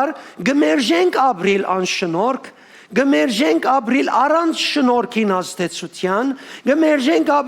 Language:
Western Armenian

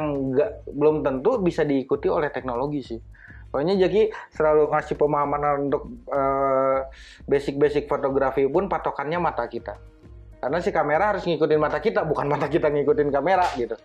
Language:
Indonesian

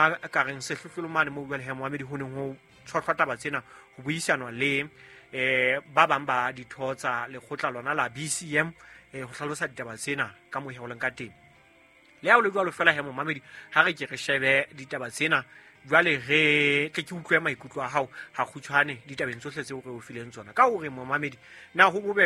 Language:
Southern Sotho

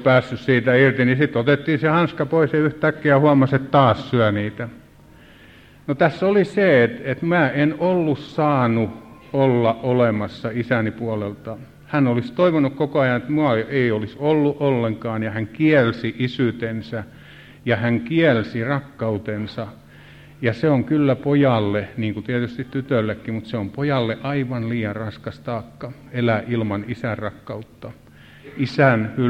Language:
Finnish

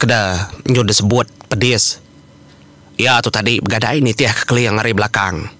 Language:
Iban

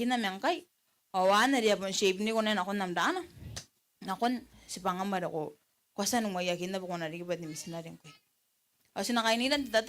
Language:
Gilbertese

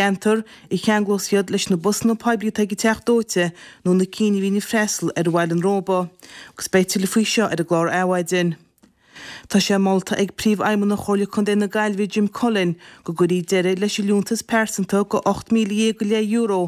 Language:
Irish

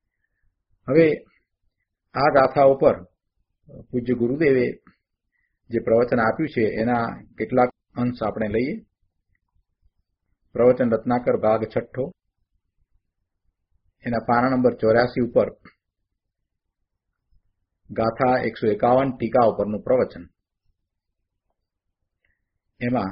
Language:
Gujarati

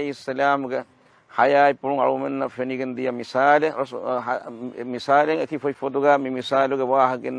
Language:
Divehi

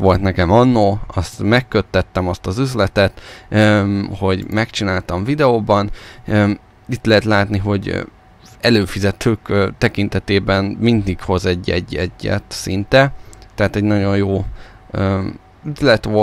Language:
Hungarian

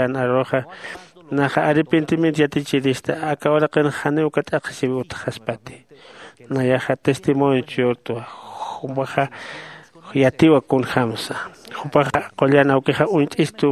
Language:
Aymara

